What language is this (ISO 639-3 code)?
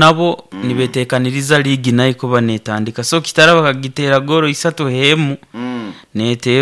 nyo